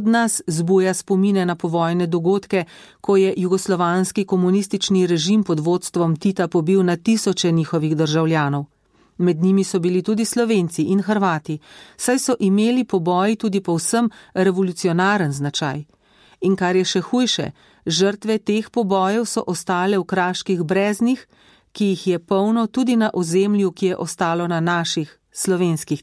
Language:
Slovenian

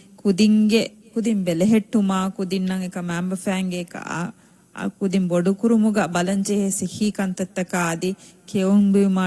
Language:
Divehi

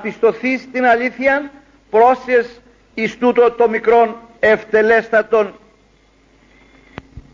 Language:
Greek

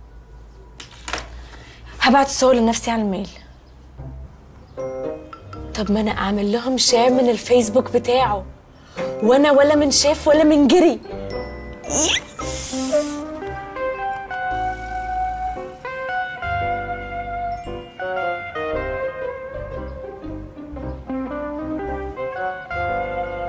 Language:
Egyptian Arabic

